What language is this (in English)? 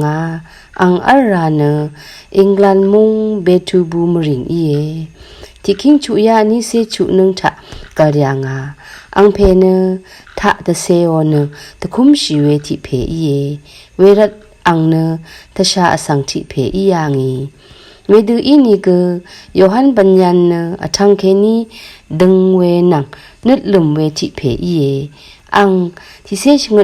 Rawang